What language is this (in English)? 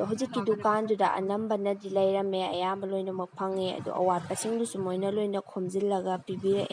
Manipuri